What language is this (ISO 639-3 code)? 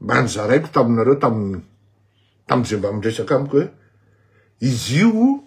mlg